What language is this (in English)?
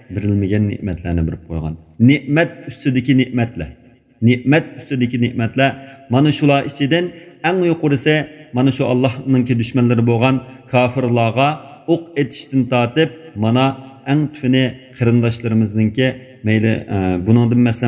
Uyghur